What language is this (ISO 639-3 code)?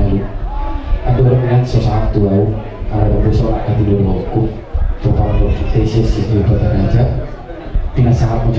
bbc